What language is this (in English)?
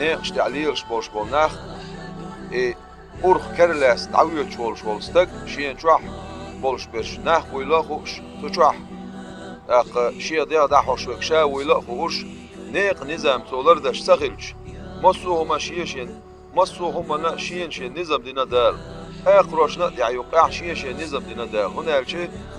Chechen